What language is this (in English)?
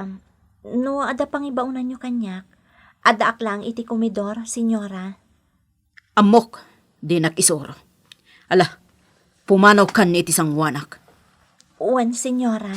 Iloko